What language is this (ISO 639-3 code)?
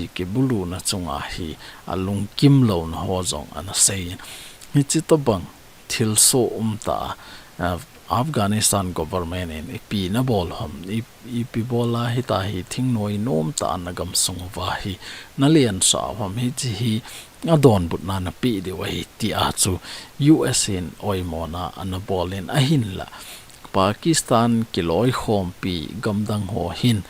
tcz